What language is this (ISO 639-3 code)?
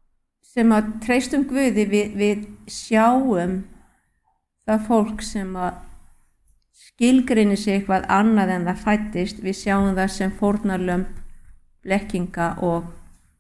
isl